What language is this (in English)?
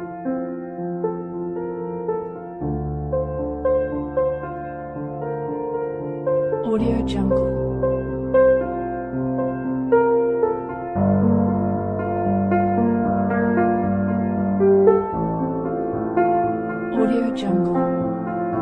Italian